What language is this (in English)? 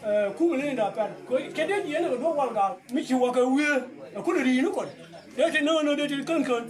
Nuer